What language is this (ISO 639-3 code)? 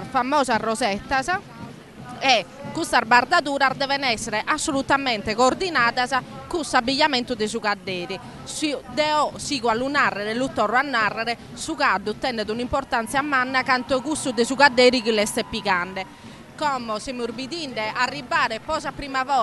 srd